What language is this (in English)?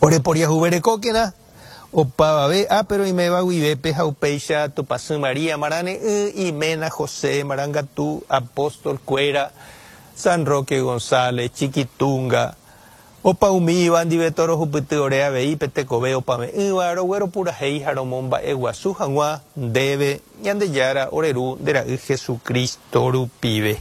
Guarani